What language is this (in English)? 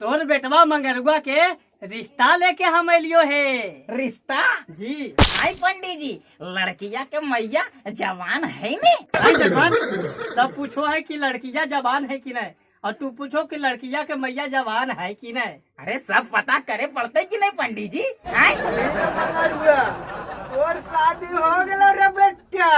Magahi